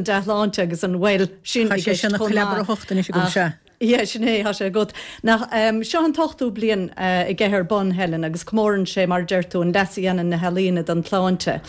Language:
Irish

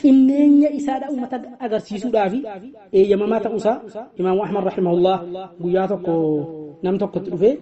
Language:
Oromo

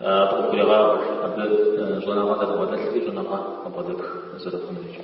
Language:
Kabardian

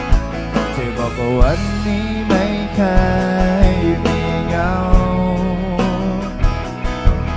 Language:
Thai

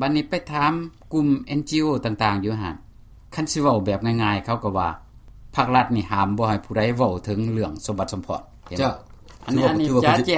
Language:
Lao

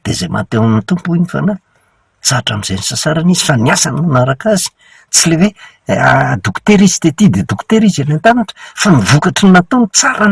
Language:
Malagasy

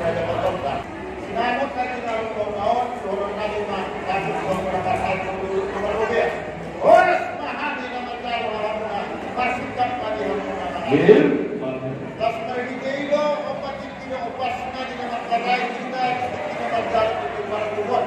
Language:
Batak Toba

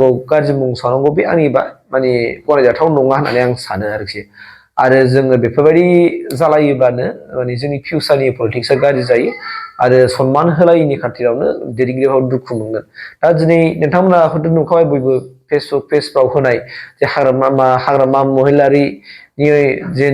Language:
Bodo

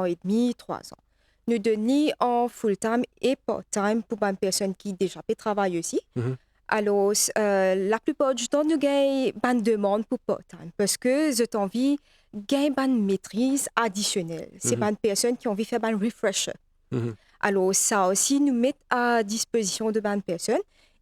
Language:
Morisyen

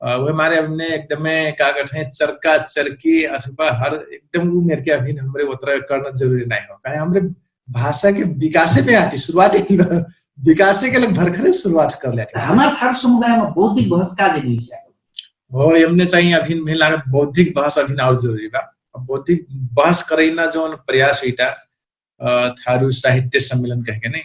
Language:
Dangaura Tharu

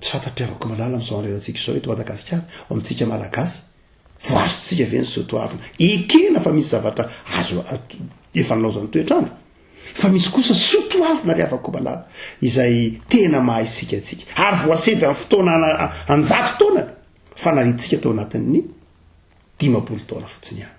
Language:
Malagasy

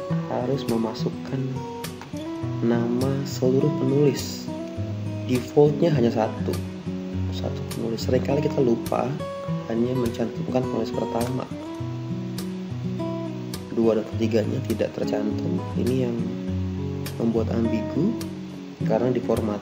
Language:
Indonesian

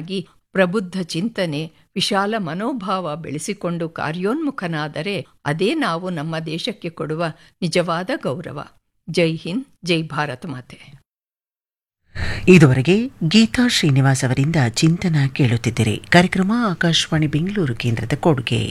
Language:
Kannada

